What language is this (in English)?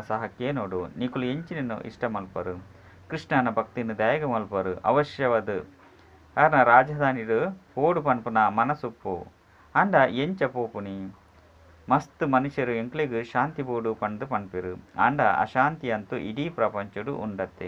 Tulu